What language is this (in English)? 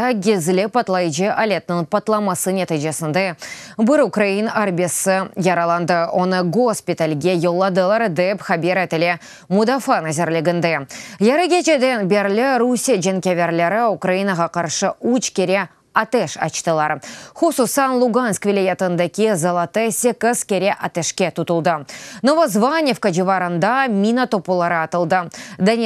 Crimean Tatar